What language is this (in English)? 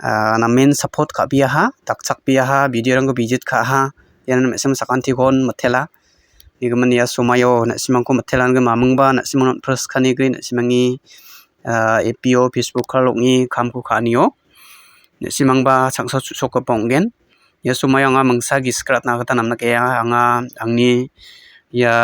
Garo